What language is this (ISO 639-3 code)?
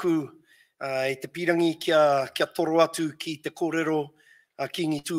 mri